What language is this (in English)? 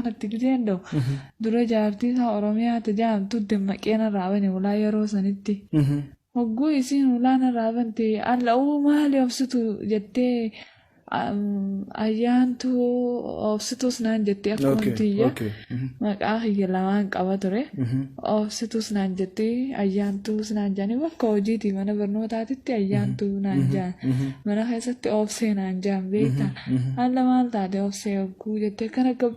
Oromo